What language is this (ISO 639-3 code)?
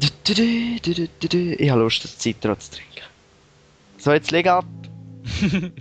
gsw